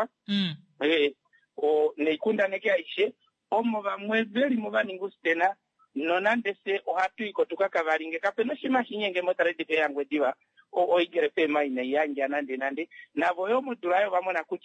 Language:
Kuanyama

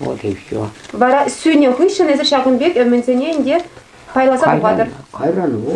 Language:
Chuvash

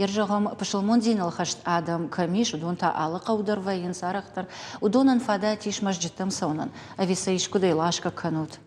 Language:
Ossetic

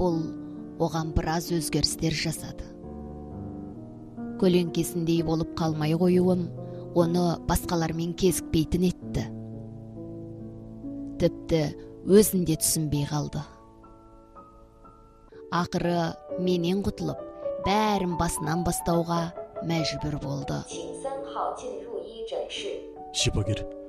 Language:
Kazakh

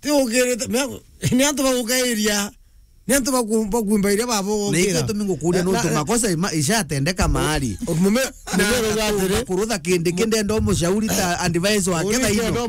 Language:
Meru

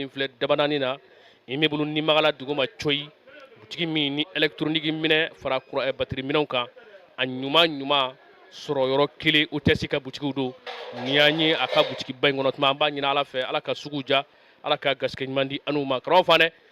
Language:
Bambara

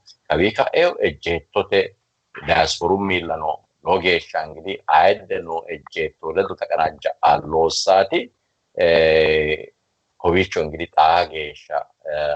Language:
Sidamo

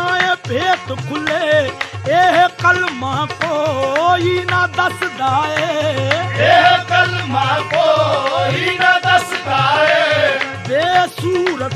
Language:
Punjabi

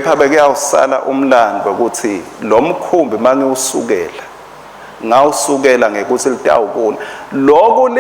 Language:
Swati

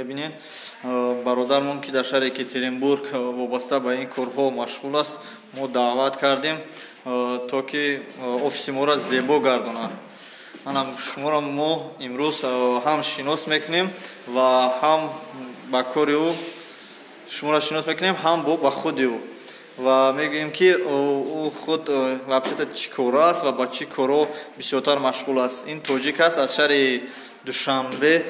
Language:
Tajik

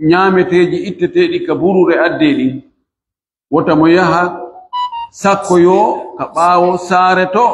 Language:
Pular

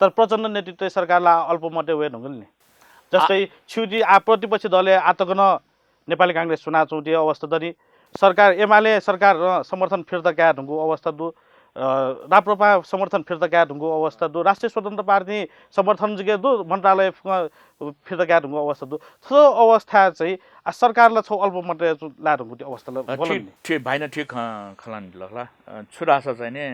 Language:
Newari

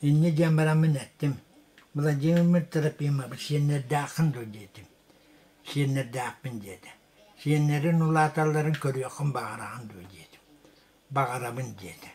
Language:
Yakut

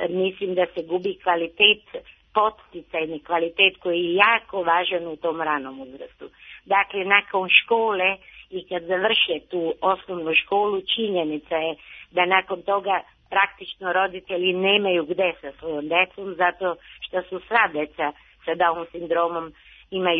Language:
Serbian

